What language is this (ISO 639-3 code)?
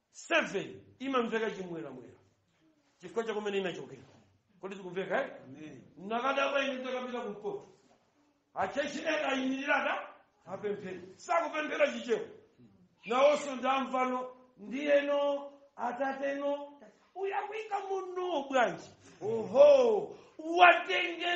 nya